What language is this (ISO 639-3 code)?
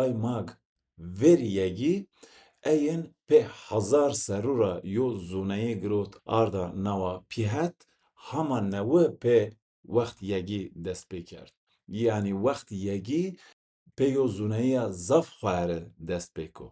zza